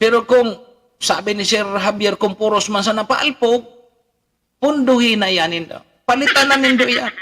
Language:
Bikol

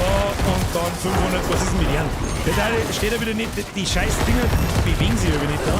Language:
Bavarian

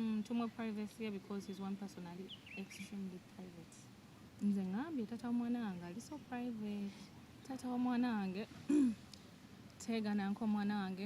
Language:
Ganda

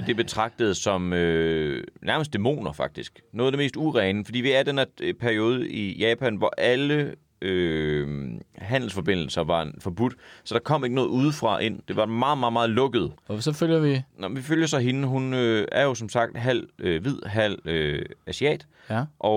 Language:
Danish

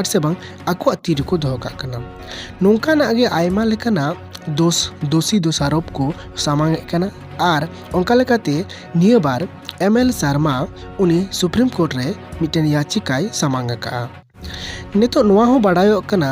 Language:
Santali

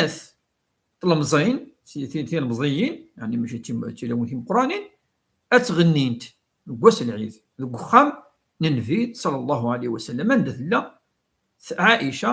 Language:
Kabyle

